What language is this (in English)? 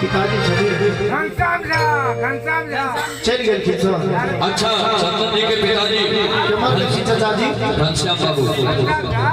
Maithili